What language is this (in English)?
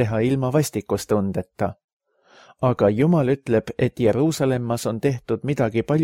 Estonian